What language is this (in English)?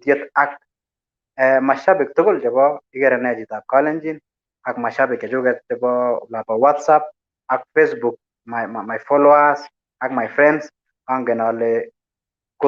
Kalenjin